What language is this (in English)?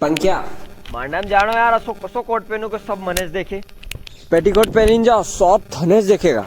Rajasthani